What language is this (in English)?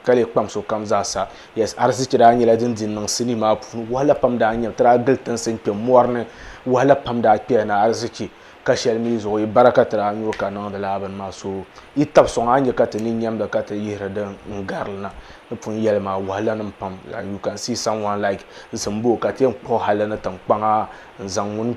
Dagbani